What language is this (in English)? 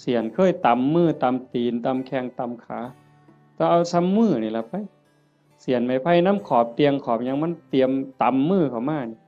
Northeastern Thai